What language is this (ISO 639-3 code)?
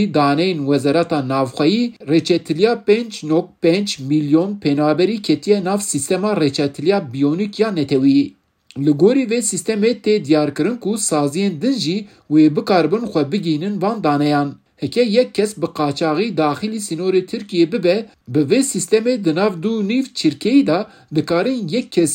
kur